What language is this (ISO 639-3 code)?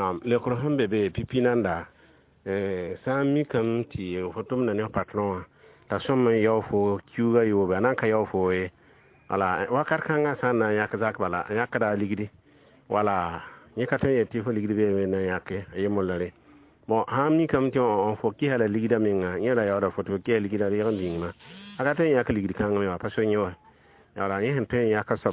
mos